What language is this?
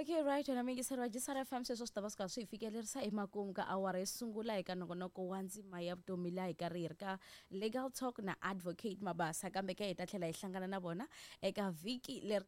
Tsonga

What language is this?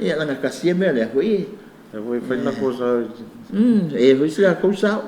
Samoan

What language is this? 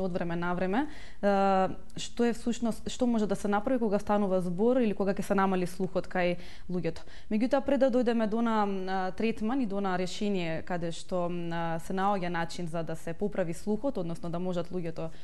Macedonian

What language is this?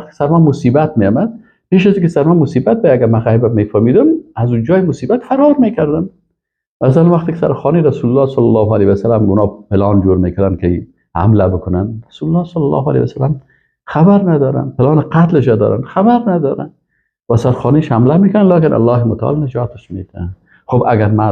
Persian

